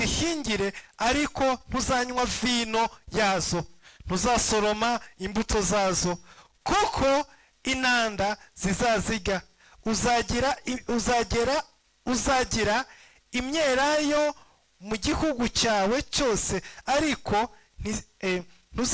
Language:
Kinyarwanda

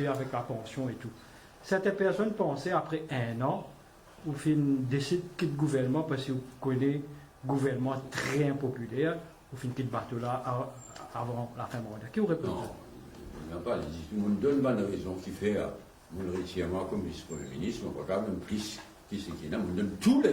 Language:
Morisyen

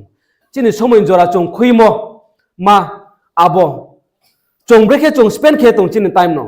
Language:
Riang (India)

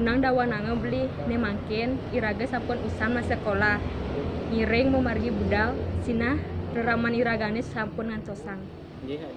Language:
Balinese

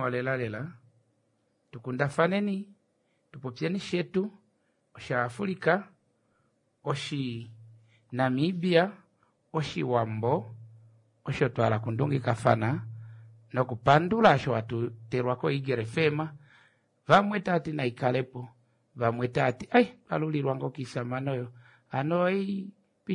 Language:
Kuanyama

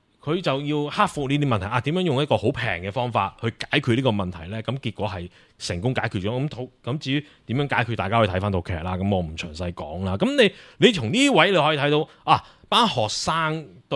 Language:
Cantonese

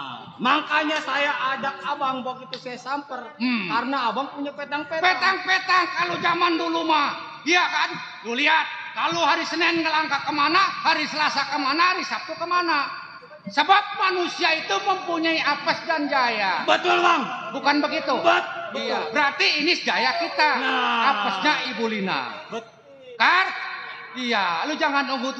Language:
Betawi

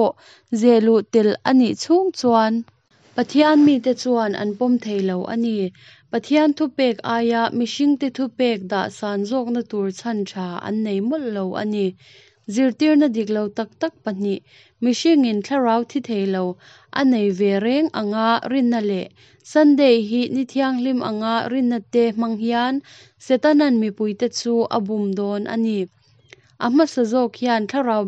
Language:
Mizo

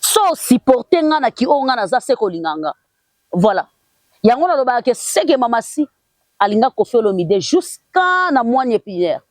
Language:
Lingala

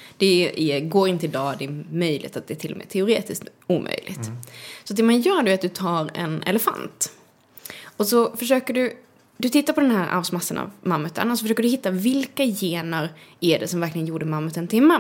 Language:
Swedish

